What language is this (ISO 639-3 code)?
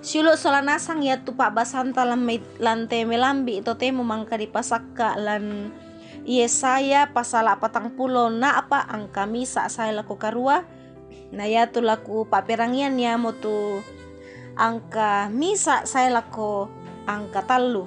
sda